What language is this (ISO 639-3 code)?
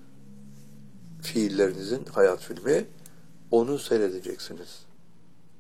tur